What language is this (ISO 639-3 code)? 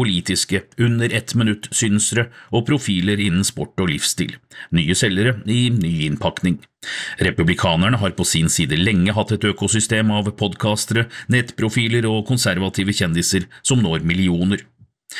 nor